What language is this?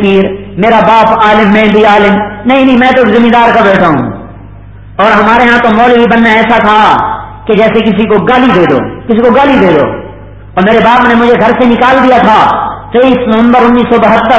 Urdu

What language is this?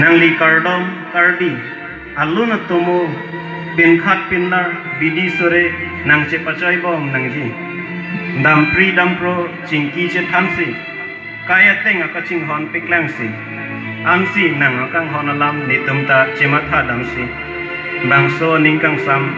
Karbi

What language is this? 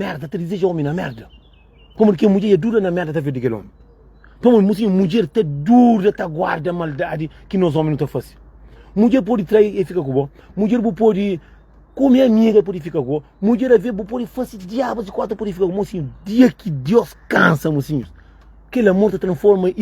Kabuverdianu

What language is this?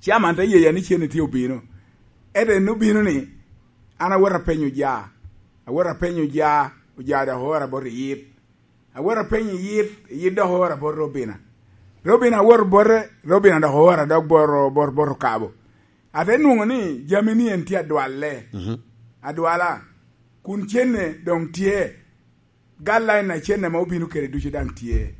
Lango (Uganda)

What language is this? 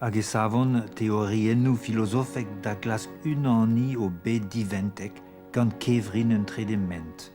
Breton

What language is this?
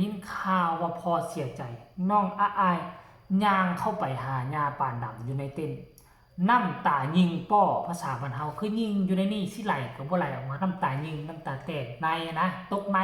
Lao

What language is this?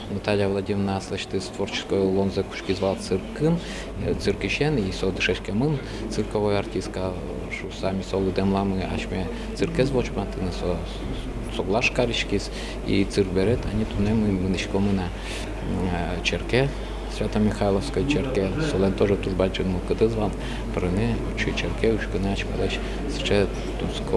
Udmurt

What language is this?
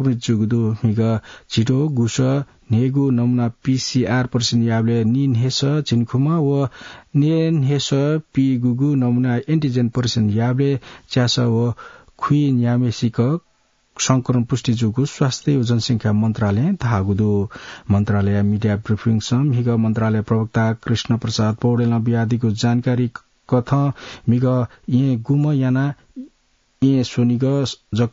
Newari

